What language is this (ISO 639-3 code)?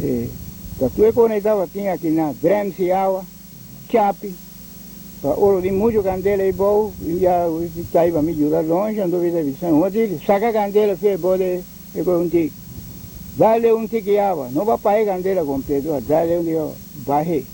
pap